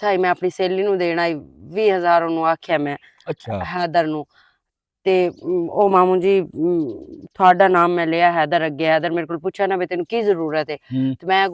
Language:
Western Panjabi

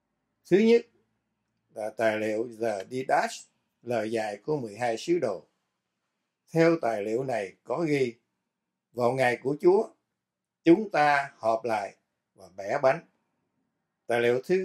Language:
Vietnamese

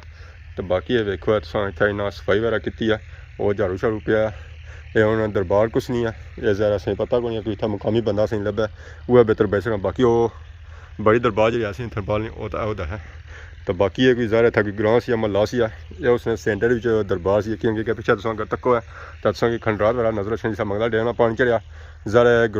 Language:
Pahari-Potwari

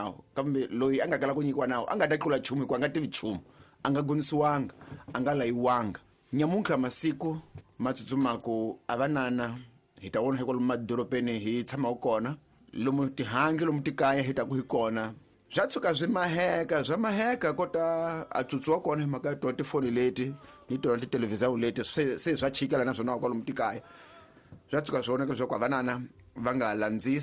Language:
Tsonga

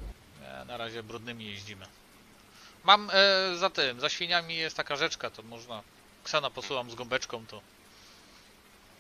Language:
Polish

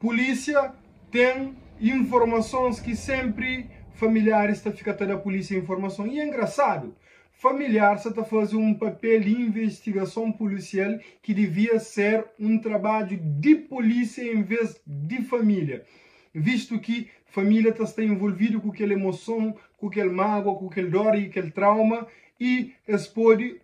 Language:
Kabuverdianu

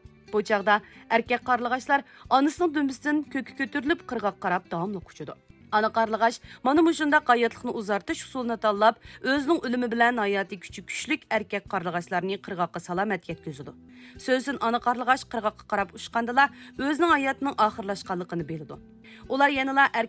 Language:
Uyghur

